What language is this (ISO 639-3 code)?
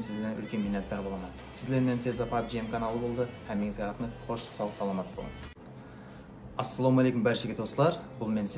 kaa